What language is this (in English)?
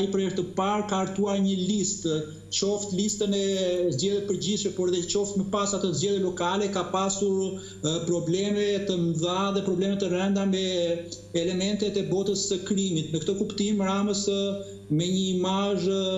Albanian